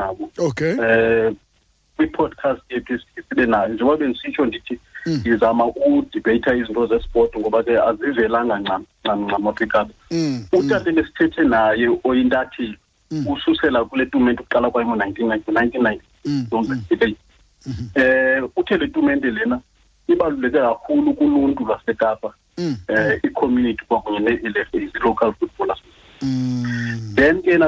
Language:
Xhosa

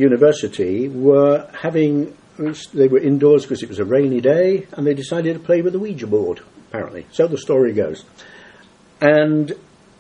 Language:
English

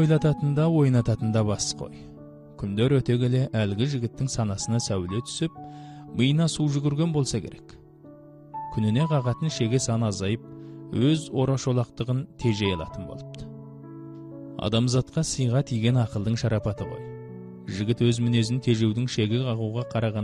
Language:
Kazakh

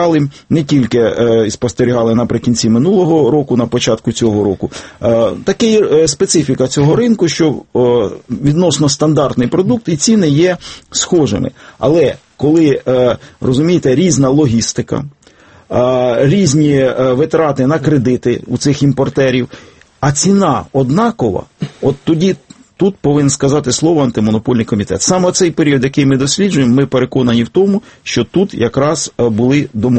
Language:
Ukrainian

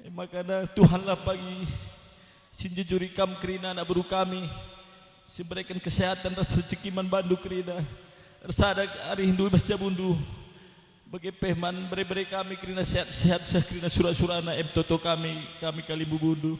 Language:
Batak Karo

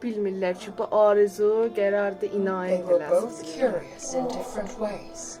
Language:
South Azerbaijani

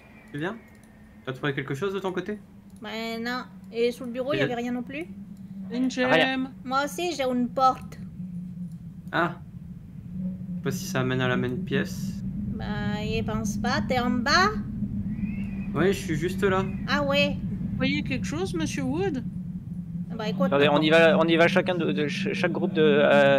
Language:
French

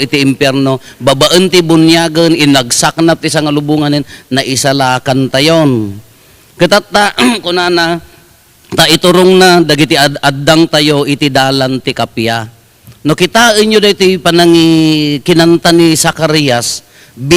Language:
Iloko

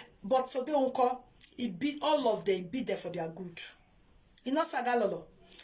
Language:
Nigerian Pidgin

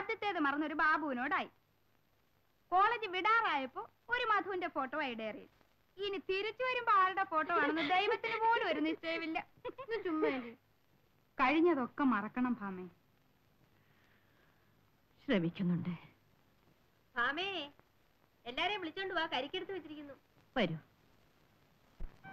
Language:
Malayalam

